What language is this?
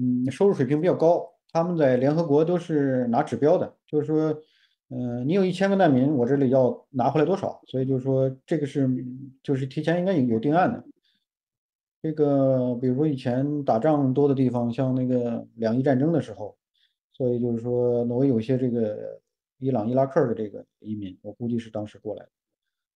Chinese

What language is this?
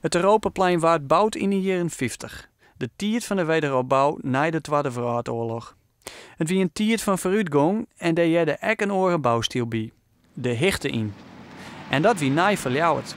Western Frisian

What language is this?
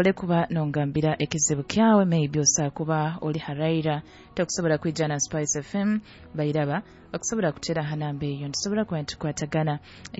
Nyoro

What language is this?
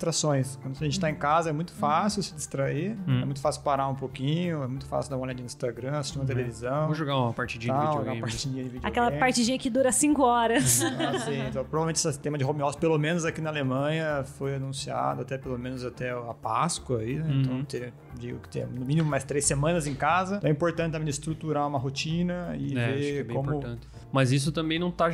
Portuguese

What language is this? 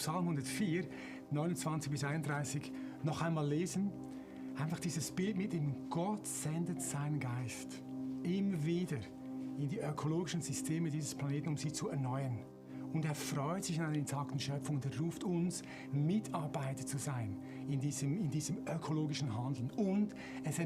Swiss German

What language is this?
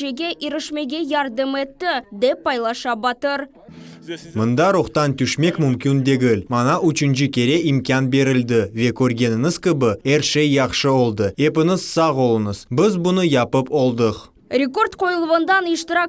Crimean Tatar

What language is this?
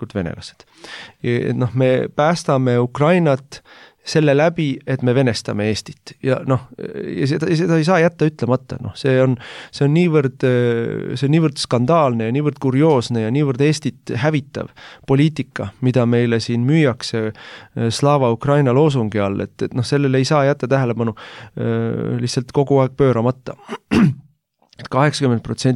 Estonian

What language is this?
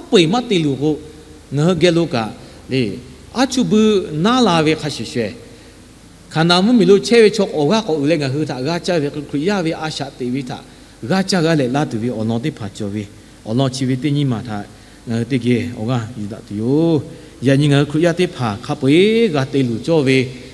Lahu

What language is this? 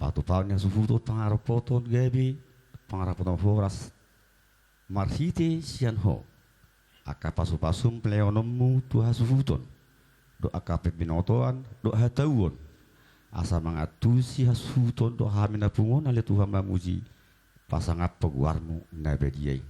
Batak Toba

